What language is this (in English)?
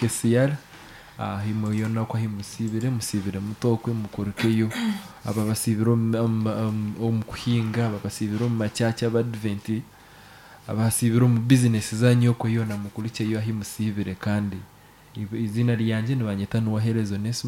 Nyankole